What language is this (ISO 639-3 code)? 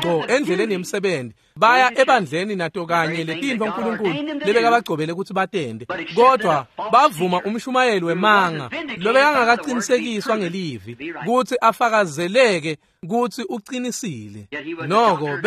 ssw